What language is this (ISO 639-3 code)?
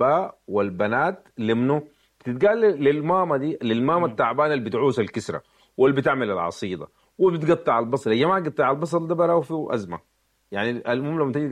apd